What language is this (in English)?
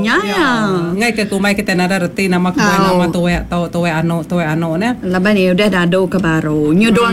Iban